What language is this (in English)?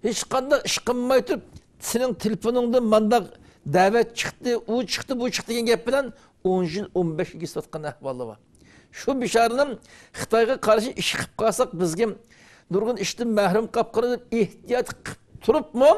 Uyghur